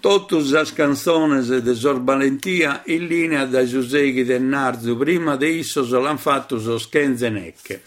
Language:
Sardinian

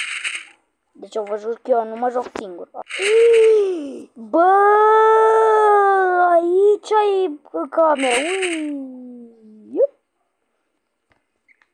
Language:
Romanian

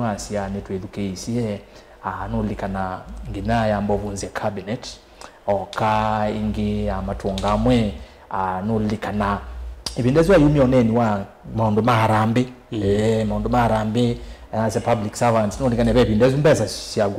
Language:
Kamba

